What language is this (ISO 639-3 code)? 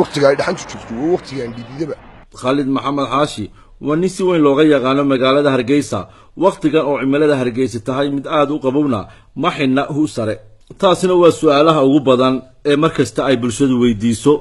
som